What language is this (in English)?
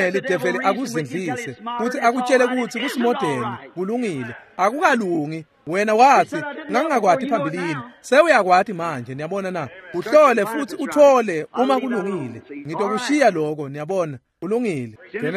Swati